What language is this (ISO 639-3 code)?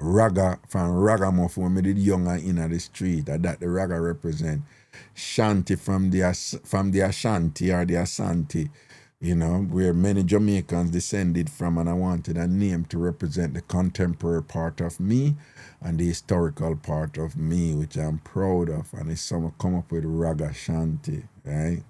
jam